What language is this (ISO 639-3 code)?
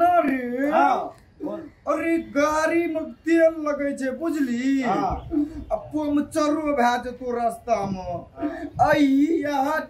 mai